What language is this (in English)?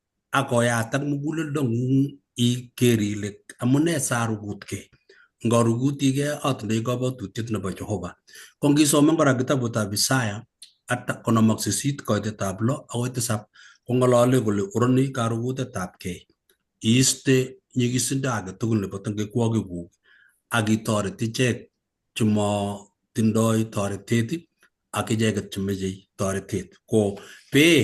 Kalenjin